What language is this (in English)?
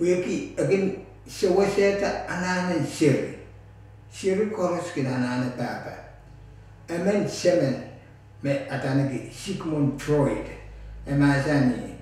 Pohnpeian